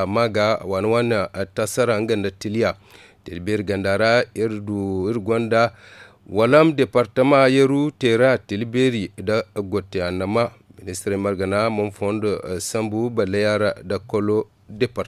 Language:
Zarma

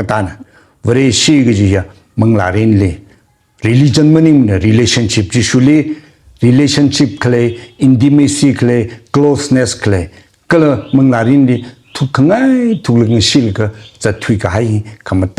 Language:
Tangkhul Naga (India)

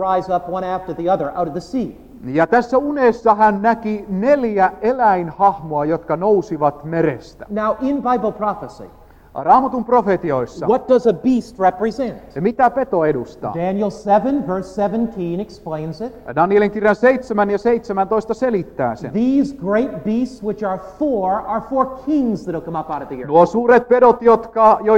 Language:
Finnish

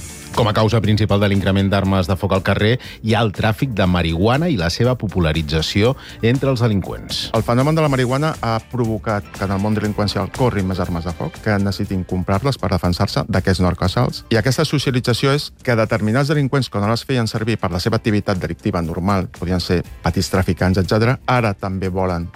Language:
Catalan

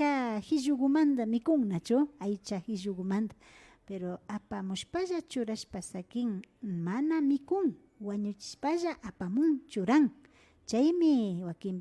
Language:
Imbabura Highland Quichua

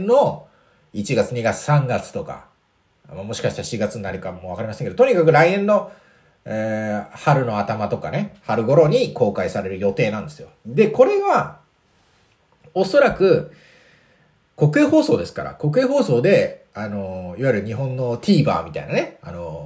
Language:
Japanese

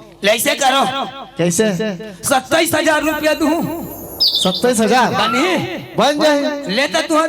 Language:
Chhattisgarhi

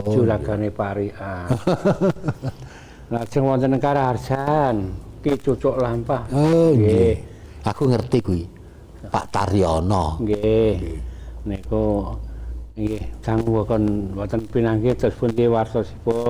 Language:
Javanese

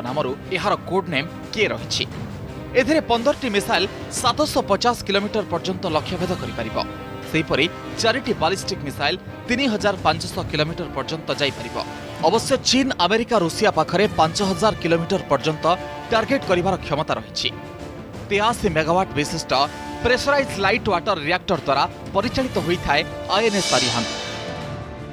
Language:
Odia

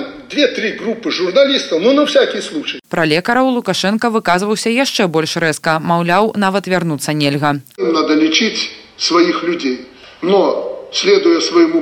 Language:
Belarusian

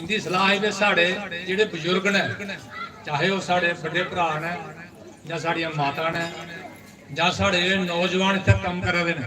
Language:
Dogri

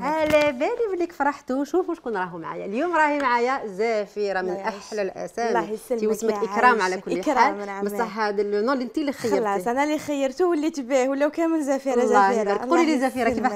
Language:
Algerian Arabic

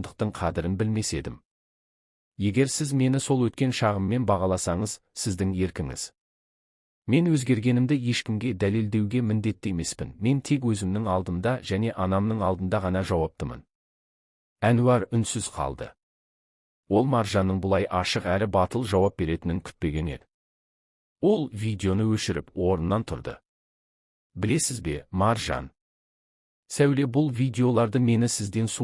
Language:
Kazakh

